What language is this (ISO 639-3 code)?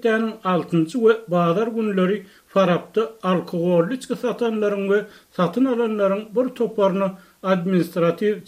tuk